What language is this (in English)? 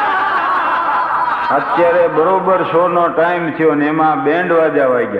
Gujarati